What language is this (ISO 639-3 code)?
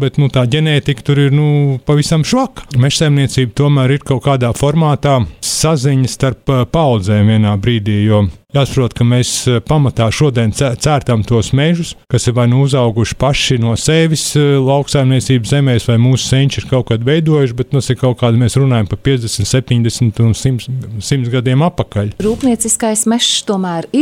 lav